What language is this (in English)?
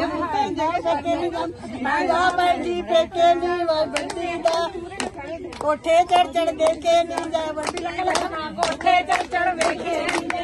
Punjabi